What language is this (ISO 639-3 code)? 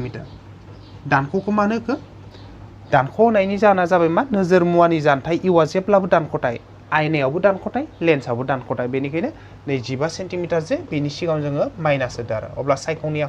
brx